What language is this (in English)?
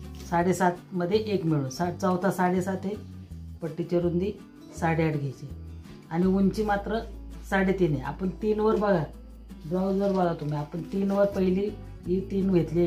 Marathi